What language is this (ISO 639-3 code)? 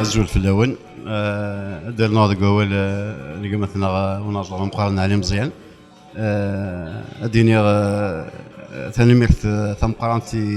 kab